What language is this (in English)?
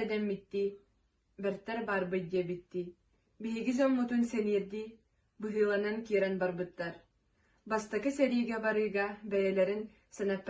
Yakut